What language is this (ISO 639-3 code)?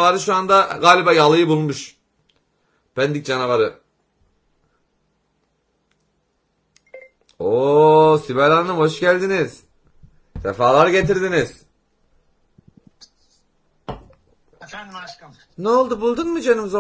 tur